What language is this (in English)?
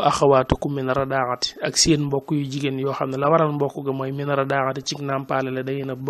Wolof